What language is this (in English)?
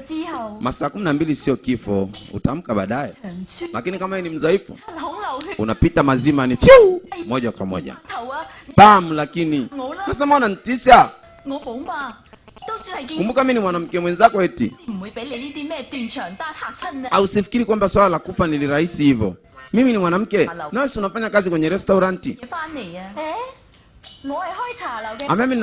Swahili